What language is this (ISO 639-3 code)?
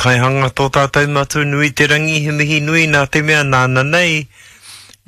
mri